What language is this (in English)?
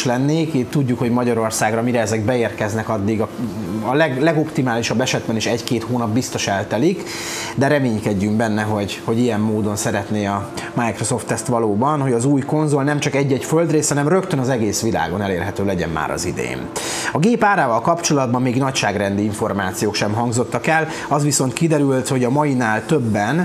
Hungarian